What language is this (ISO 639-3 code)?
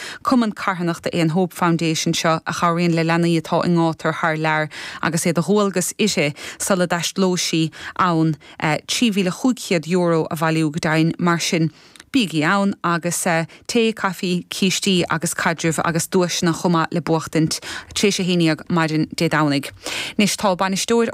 gle